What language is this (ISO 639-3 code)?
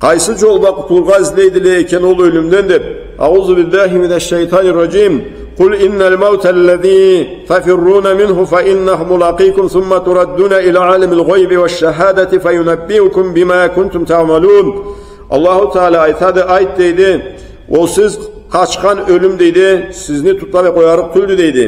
krc